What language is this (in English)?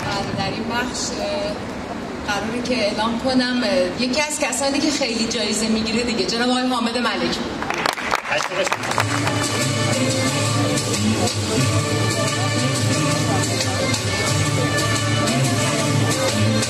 Persian